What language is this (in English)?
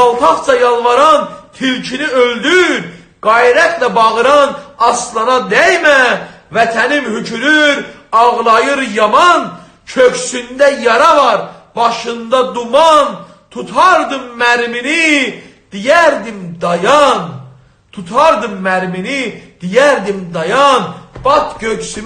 South Azerbaijani